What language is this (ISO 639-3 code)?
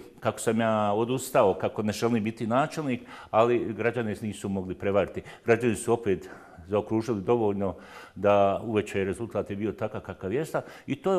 bos